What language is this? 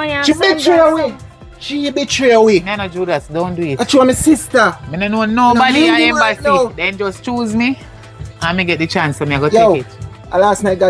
Jamaican Creole English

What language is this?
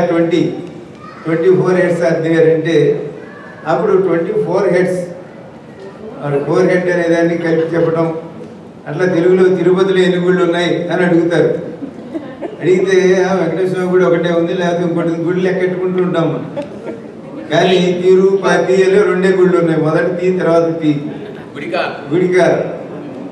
Telugu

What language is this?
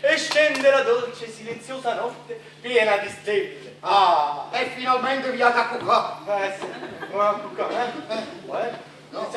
Neapolitan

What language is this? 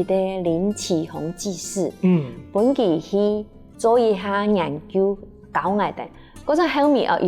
Hakka Chinese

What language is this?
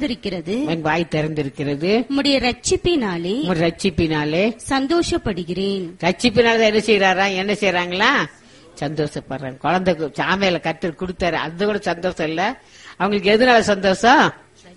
Tamil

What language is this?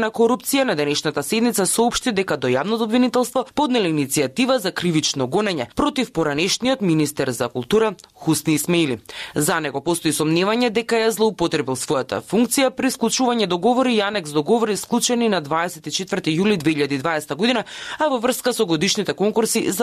Macedonian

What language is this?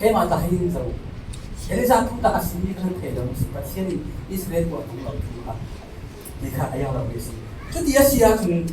Falam Chin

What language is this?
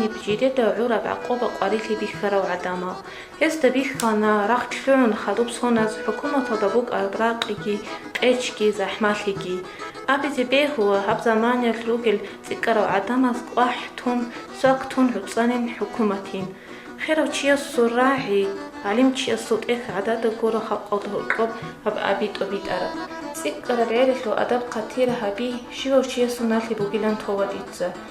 Avaric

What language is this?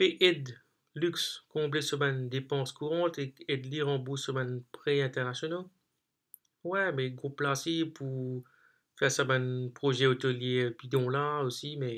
Morisyen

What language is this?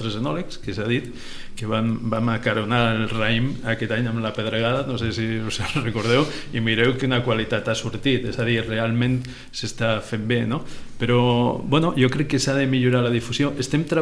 Catalan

